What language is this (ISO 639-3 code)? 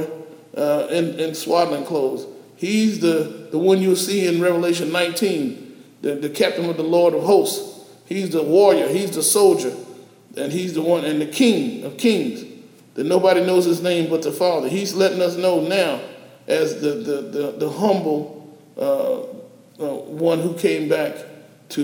eng